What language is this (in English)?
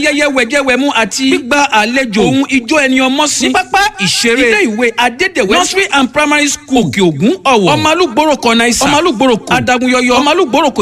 Yoruba